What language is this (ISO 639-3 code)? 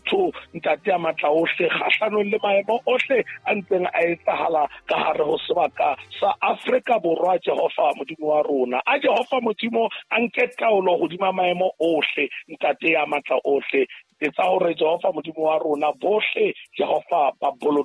sot